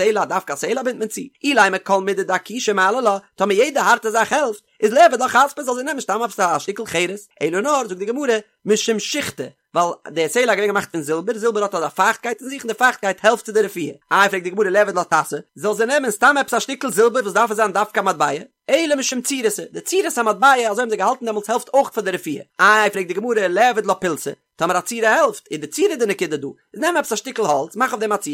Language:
Yiddish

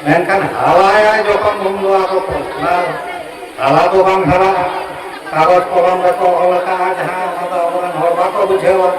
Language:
Santali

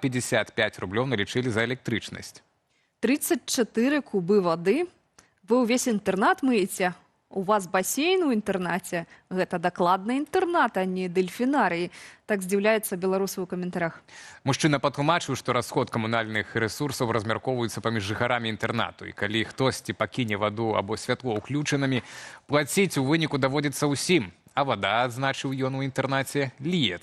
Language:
Belarusian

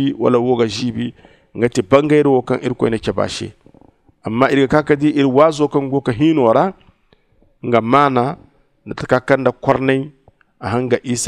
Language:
Zarma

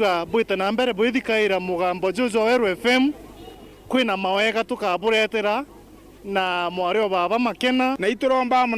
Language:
Meru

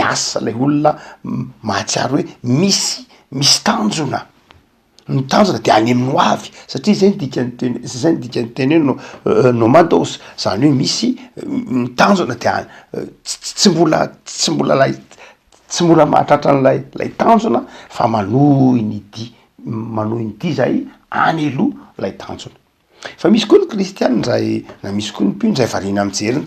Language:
Malagasy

